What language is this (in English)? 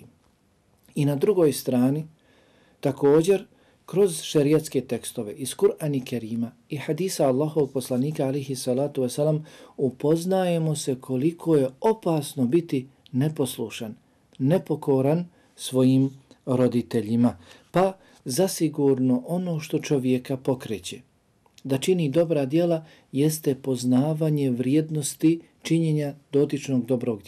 Bosnian